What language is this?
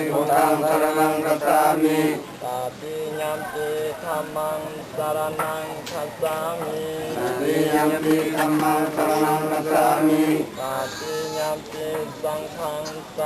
Pali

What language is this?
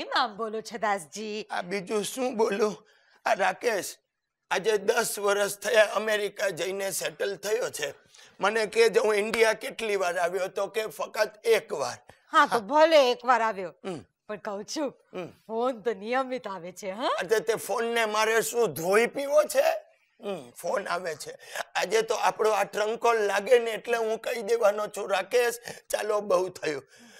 Gujarati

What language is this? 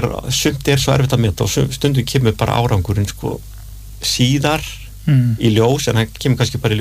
Icelandic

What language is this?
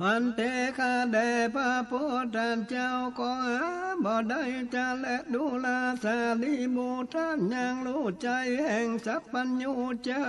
Northern Thai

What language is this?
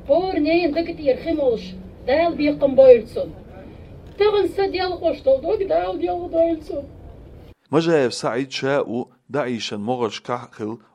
Chechen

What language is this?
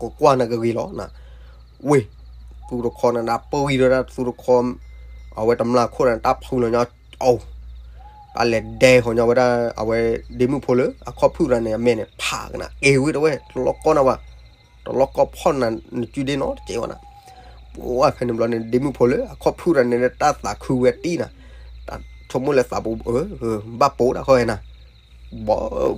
S'gaw Karen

